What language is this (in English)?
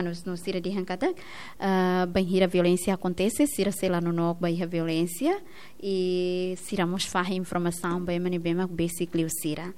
Tetum